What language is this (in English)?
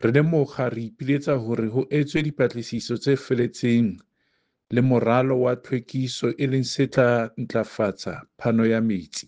Southern Sotho